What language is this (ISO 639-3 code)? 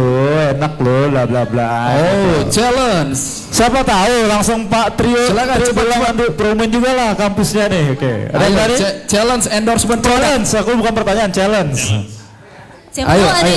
ind